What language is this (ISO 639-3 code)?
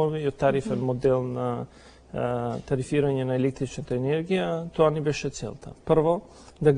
mkd